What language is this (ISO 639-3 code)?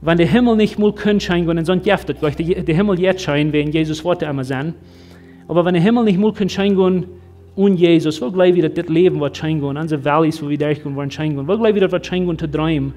pdt